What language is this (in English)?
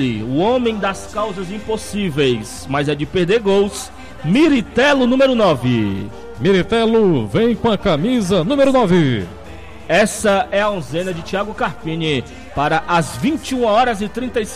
Portuguese